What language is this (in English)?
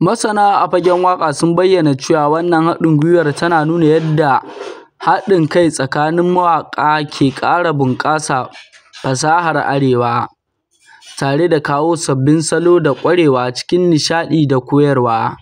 Hausa